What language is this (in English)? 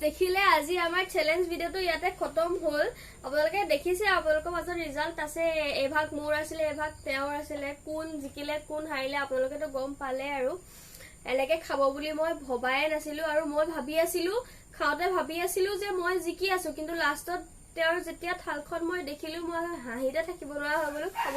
Assamese